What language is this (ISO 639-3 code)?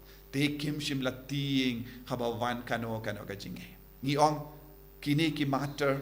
kha